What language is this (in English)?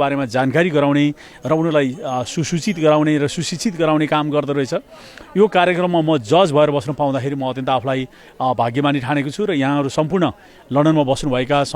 Nepali